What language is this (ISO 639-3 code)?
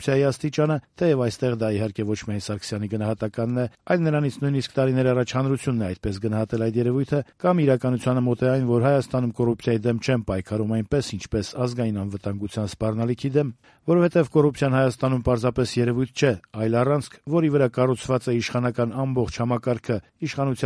hye